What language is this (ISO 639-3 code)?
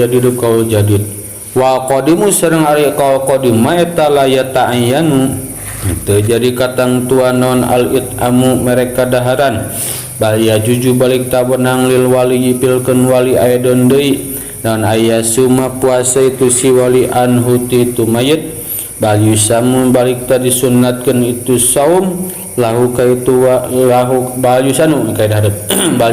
sun